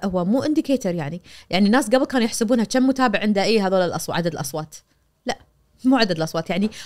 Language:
Najdi Arabic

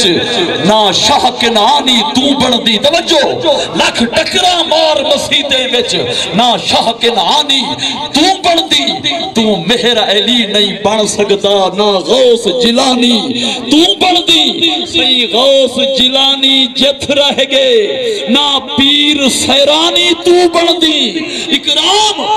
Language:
Saraiki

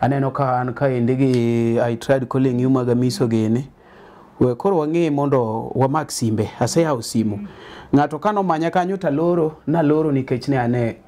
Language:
Luo (Kenya and Tanzania)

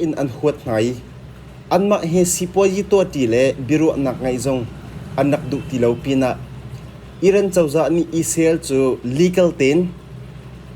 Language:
Hakha Chin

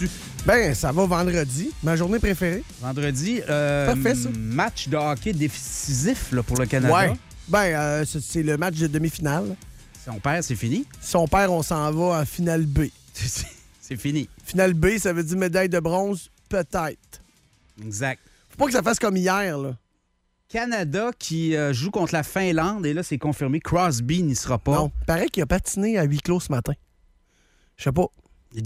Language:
French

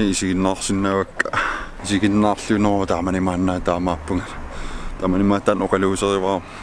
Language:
Kalaallisut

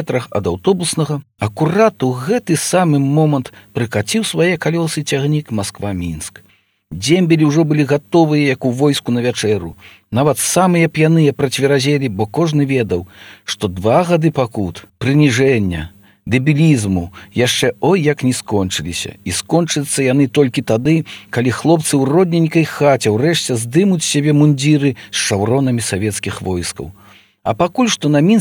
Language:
Belarusian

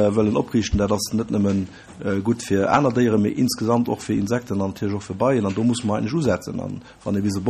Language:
Luxembourgish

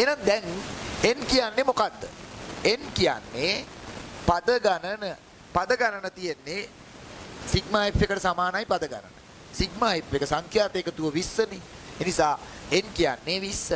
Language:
Sinhala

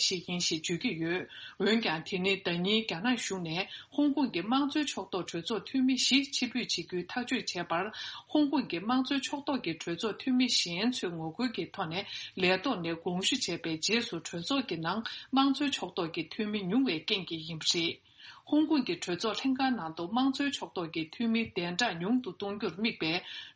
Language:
Tibetan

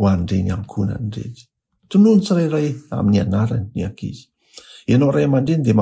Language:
Malagasy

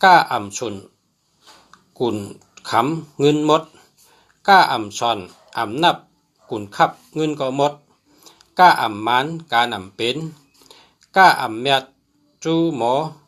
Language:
Shan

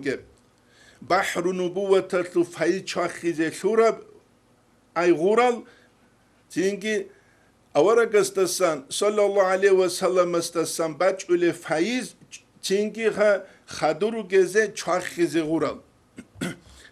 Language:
Avaric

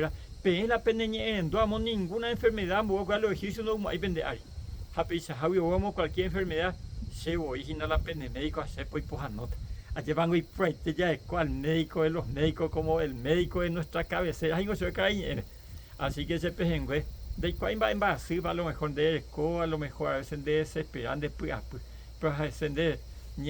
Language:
Guarani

